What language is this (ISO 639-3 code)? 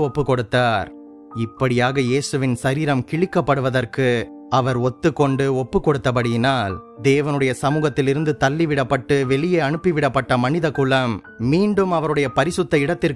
tam